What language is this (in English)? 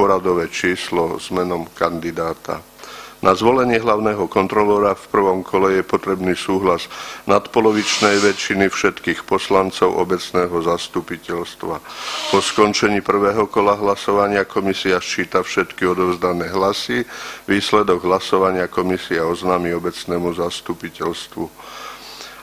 Slovak